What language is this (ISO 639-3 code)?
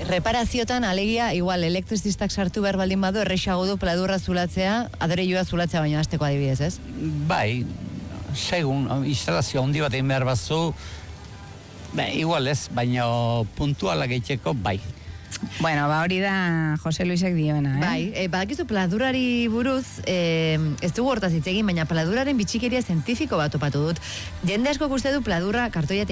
eus